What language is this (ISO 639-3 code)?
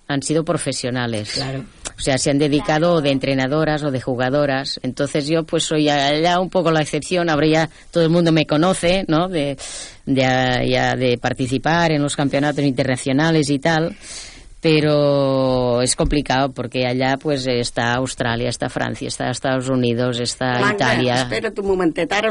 spa